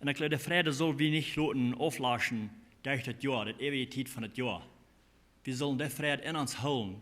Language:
Plautdietsch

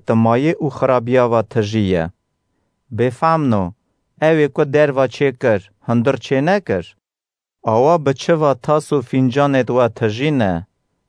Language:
Kurdish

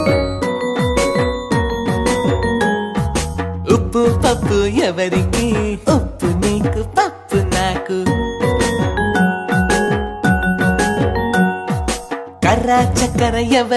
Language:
Telugu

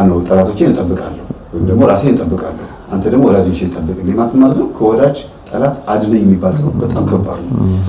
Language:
Amharic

